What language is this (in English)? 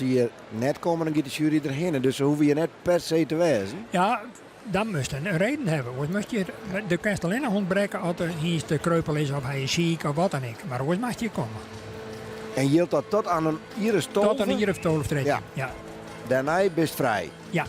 Western Frisian